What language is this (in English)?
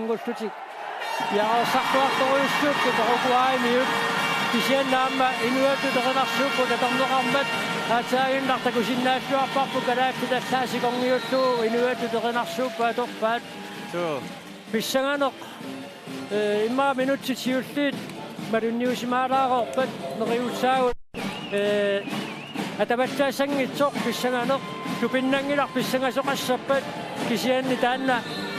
Kalaallisut